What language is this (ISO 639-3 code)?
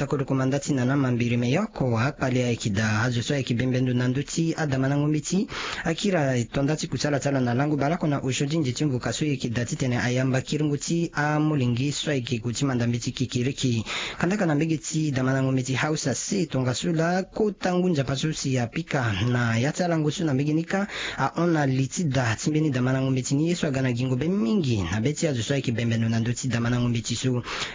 sag